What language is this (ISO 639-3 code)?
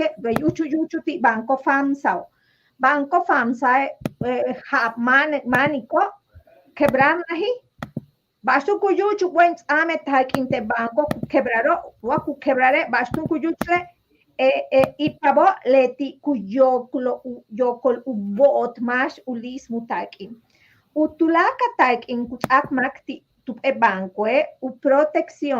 yua